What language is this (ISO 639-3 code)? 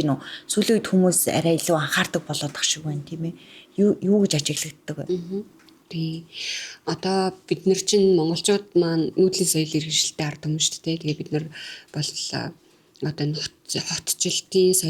mon